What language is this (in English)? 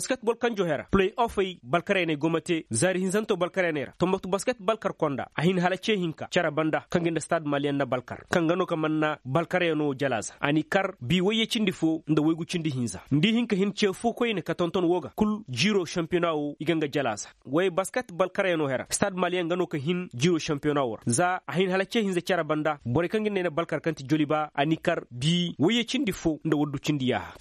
Koyraboro Senni